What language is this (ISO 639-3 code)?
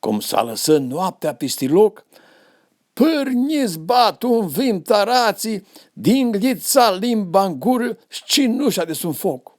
rup